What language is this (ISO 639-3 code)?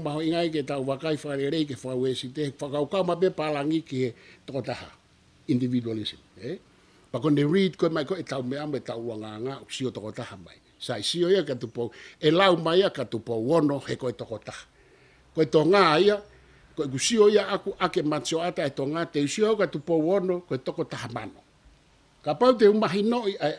ton